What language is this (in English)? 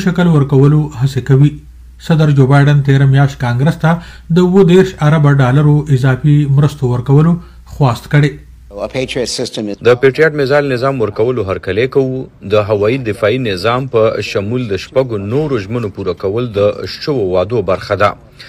Pashto